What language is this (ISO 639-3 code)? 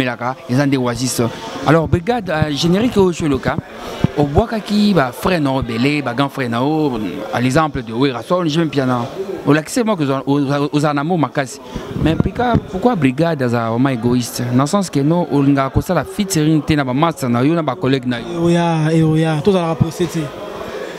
lin